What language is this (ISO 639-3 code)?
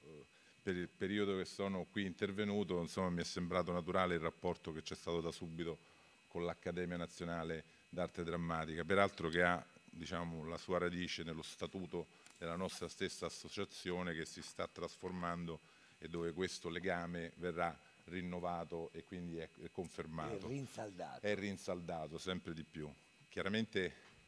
ita